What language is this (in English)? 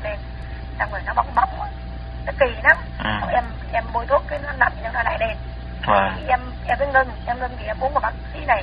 Vietnamese